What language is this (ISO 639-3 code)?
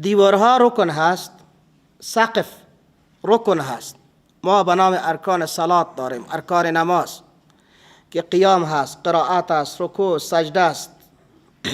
fas